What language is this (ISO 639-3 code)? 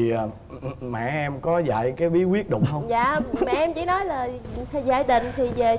vie